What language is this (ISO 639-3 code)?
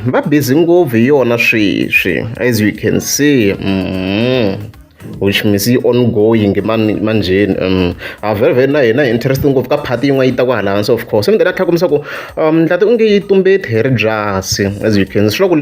tso